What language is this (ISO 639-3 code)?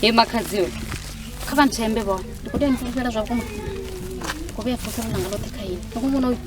ven